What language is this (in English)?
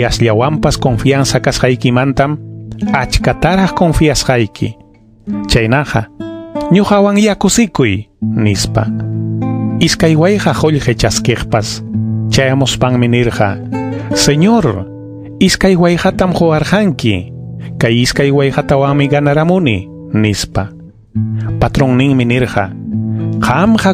Ayacucho Quechua